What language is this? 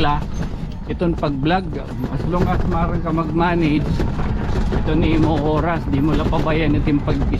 Waray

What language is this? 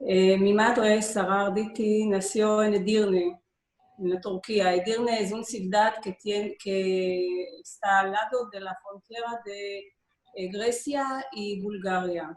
Ladino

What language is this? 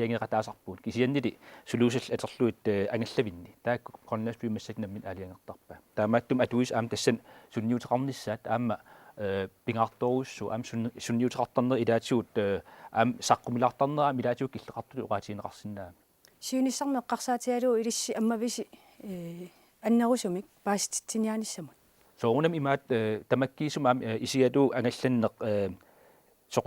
Kalaallisut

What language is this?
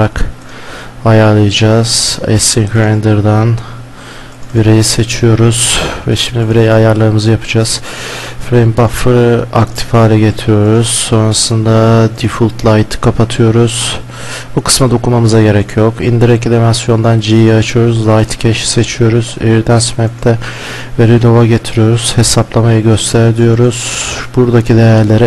Turkish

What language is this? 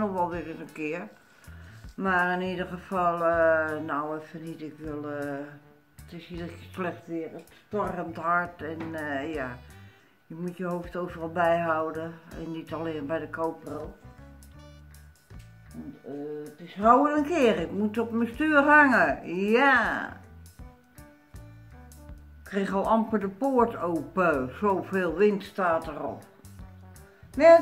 Dutch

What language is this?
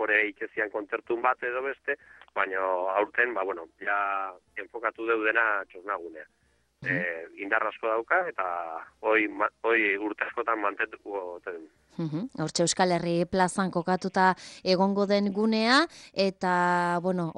Basque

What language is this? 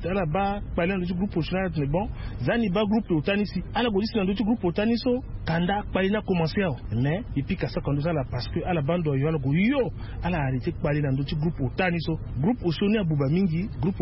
Sango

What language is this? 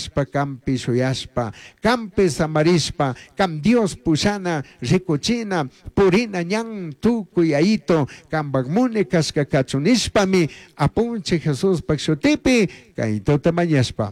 Chimborazo Highland Quichua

